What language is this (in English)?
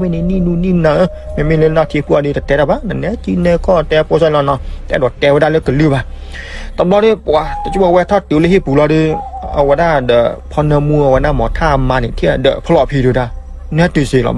S'gaw Karen